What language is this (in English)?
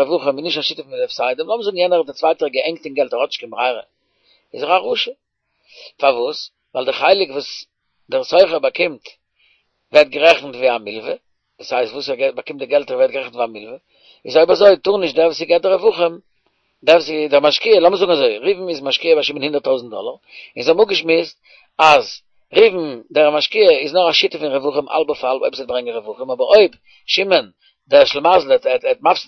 Yiddish